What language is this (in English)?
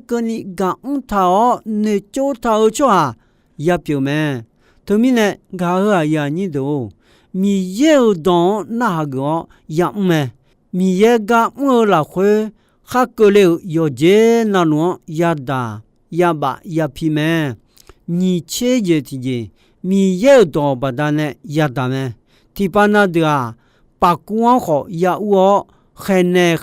Akha